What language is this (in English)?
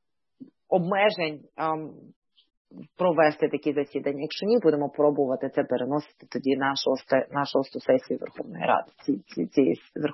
Ukrainian